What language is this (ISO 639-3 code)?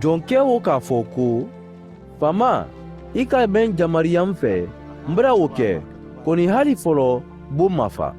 man